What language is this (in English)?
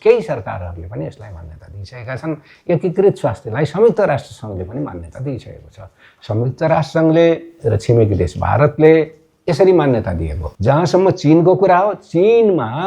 Nepali